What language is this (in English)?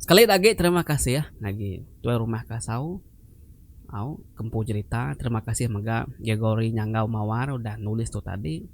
Iban